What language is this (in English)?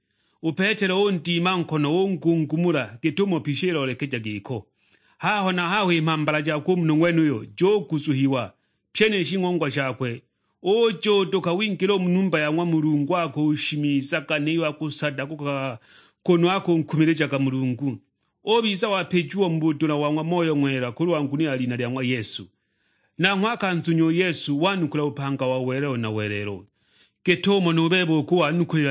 Sukuma